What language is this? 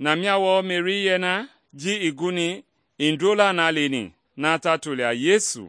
Mende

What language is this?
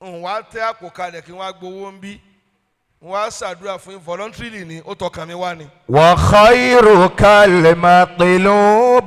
Yoruba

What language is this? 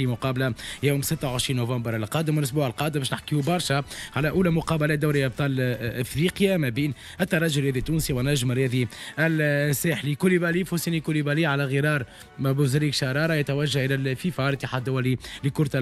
Tunisian Arabic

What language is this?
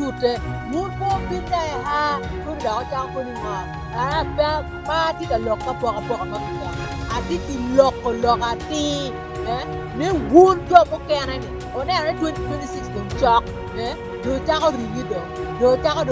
Acoli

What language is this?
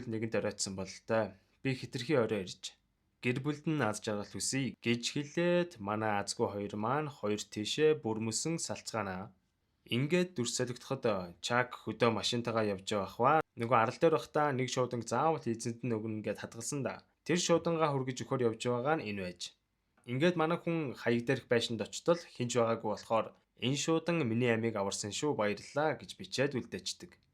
Mongolian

